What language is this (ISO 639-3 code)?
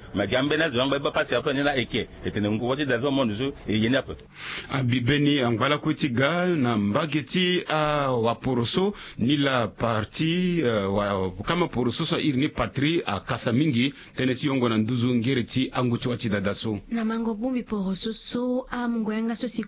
sag